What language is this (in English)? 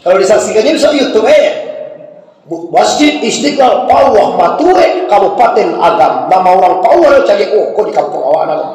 Minangkabau